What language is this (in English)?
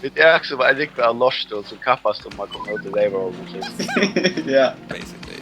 Faroese